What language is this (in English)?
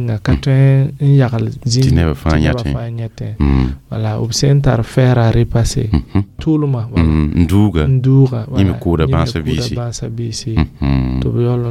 Mossi